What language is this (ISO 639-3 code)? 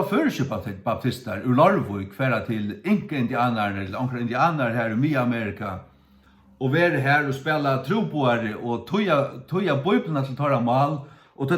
fao